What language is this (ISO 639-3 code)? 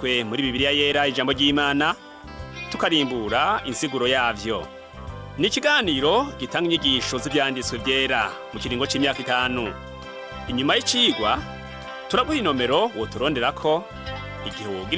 run